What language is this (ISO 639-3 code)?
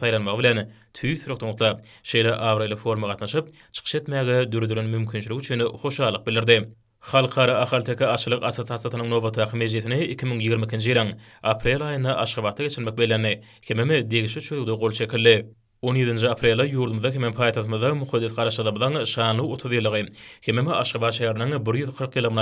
tuk